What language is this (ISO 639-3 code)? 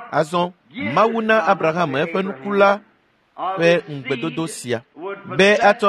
ewe